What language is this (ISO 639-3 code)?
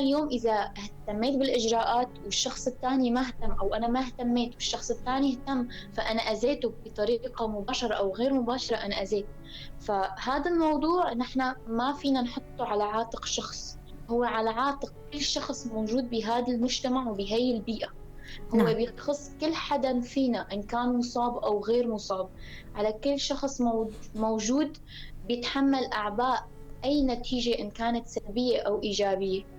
apc